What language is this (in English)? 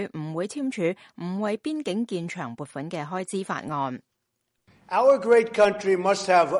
Cantonese